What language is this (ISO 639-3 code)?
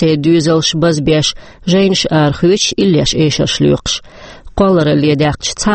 che